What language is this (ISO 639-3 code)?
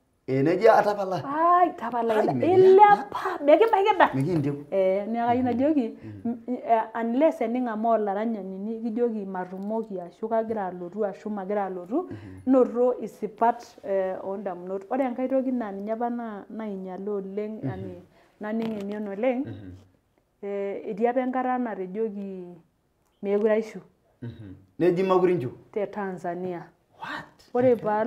mas